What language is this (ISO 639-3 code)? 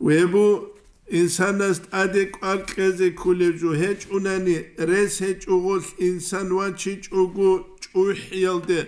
ava